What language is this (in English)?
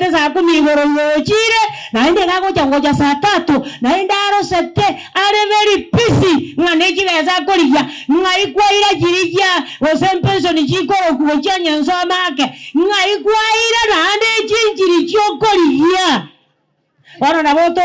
Gusii